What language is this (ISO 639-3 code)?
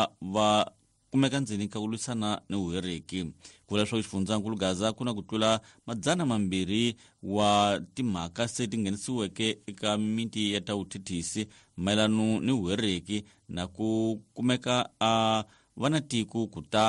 tso